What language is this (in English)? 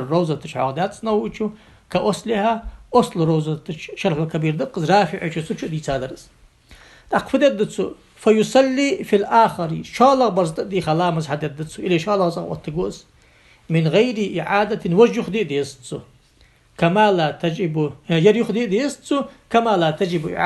Ingush